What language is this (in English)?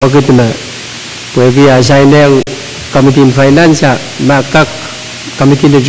Pohnpeian